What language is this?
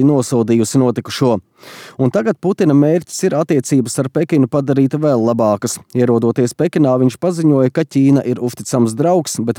Latvian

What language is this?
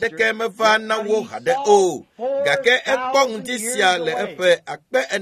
Ewe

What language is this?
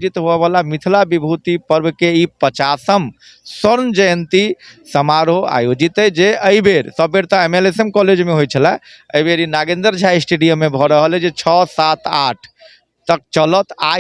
Maithili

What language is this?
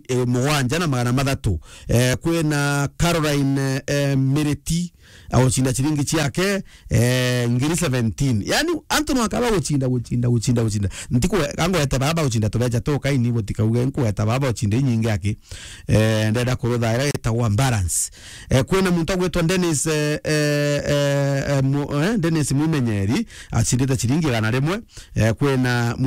Meru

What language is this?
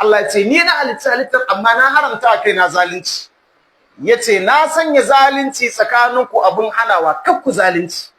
Hausa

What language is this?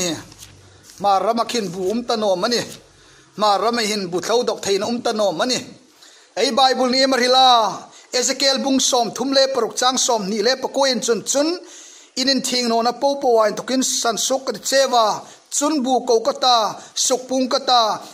Hmar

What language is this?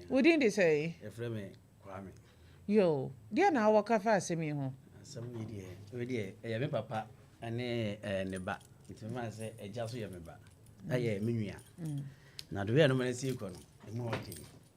Akan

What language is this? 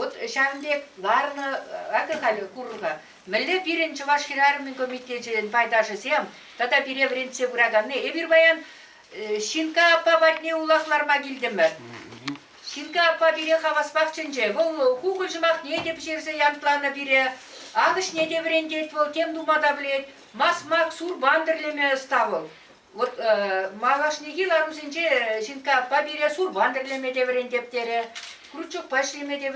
Chuvash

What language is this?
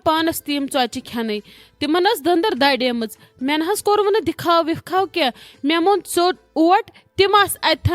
Kashmiri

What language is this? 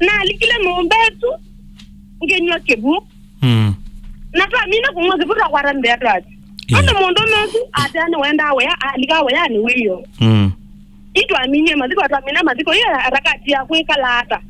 Kamba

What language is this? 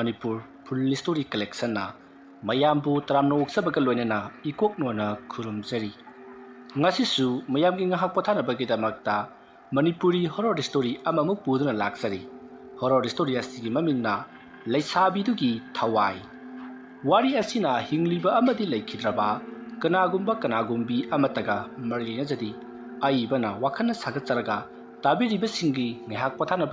Manipuri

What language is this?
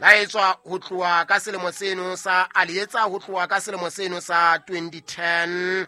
Southern Sotho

